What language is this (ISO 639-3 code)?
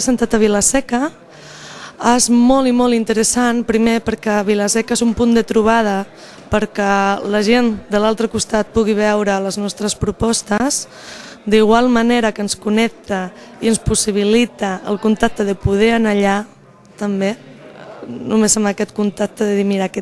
cat